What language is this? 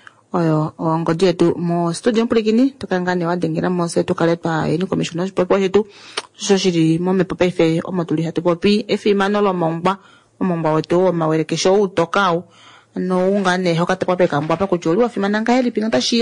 Kuanyama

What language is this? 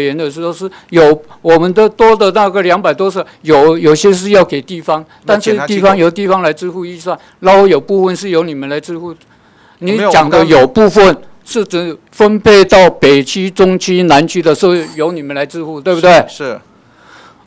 Chinese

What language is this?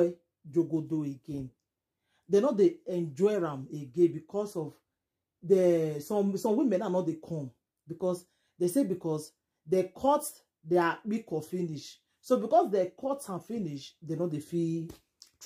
Nigerian Pidgin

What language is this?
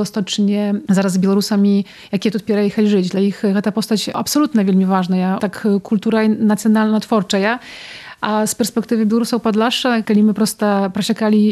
Belarusian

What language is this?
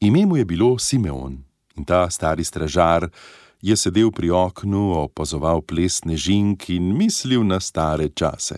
Slovenian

